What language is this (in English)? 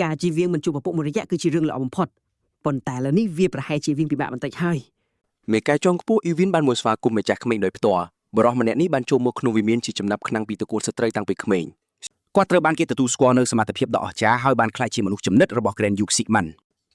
Khmer